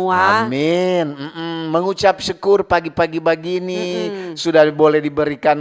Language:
Manado Malay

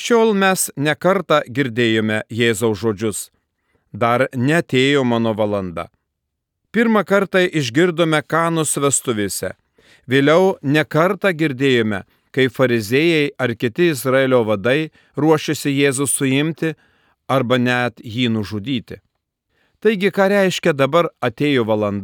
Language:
Lithuanian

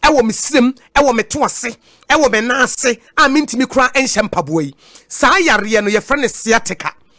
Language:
Akan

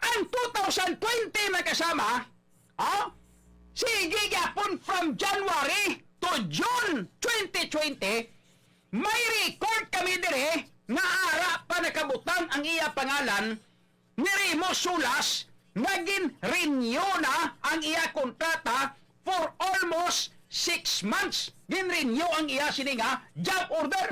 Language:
Hiligaynon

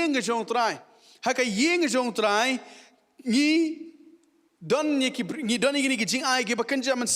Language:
Khasi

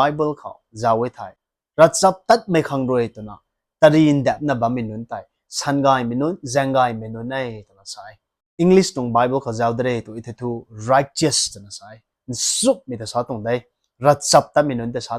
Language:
Rongmei Naga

